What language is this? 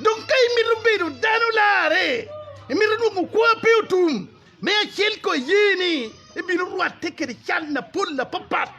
Acoli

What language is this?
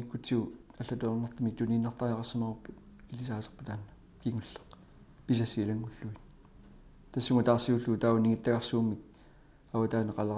Kalaallisut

